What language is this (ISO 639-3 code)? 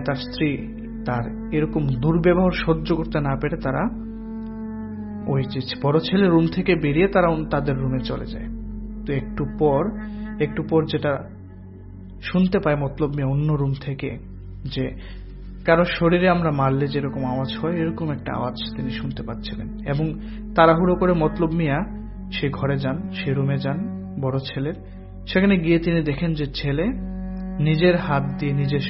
ben